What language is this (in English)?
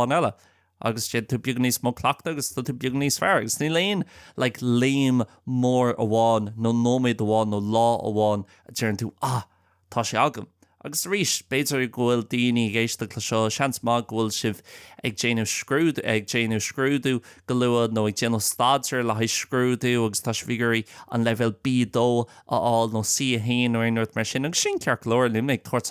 Irish